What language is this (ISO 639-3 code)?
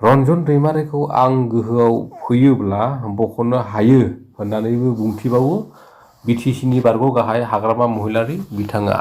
brx